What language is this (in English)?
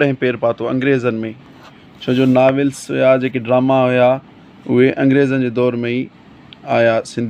Sindhi